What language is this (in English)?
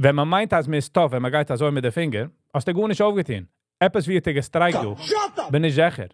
Yiddish